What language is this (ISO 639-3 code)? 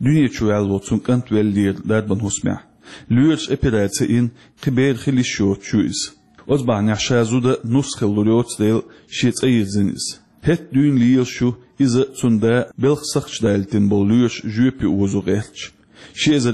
che